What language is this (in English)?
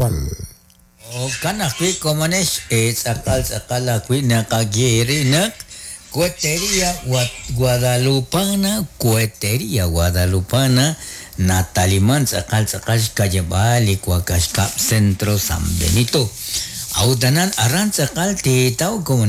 Kekchí